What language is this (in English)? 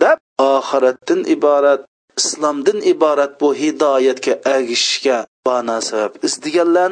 Uyghur